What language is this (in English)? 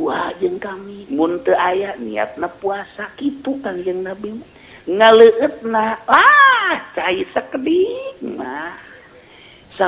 Sundanese